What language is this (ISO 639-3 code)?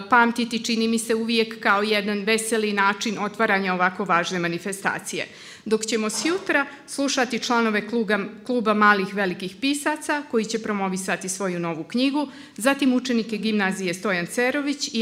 srp